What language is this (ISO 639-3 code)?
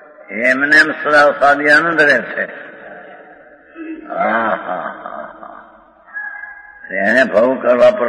guj